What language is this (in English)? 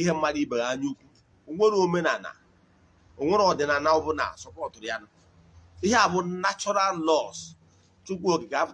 Igbo